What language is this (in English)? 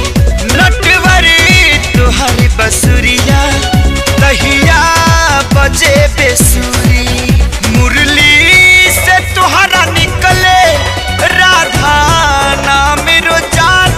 Bhojpuri